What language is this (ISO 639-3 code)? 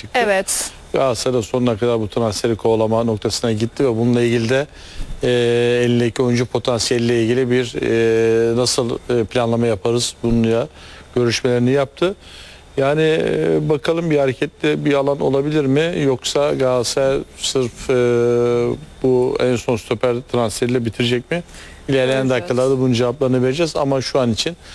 tur